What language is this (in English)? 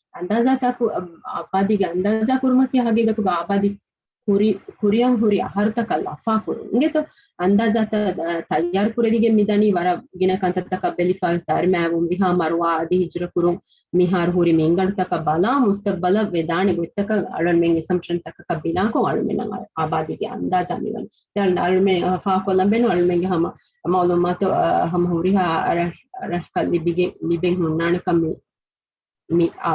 Divehi